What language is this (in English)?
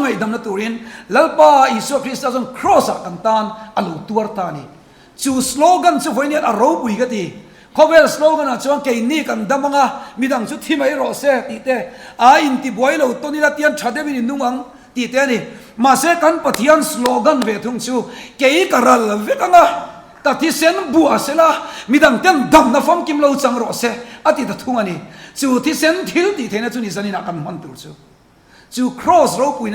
Mizo